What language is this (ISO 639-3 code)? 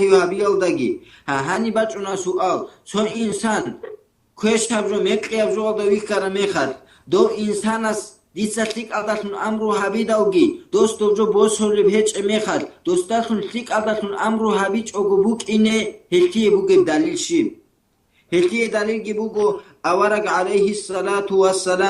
ava